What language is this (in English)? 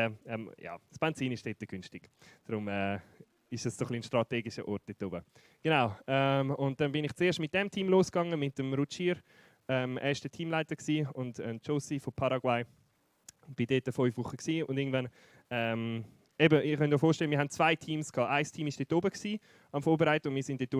Swiss German